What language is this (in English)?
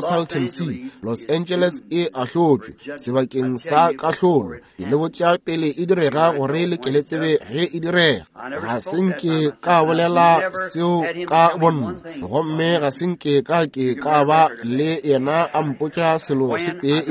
Northern Sotho